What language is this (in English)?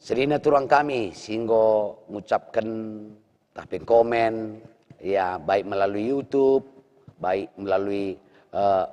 Batak Karo